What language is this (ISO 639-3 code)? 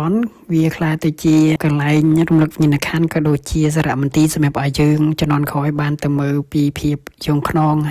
khm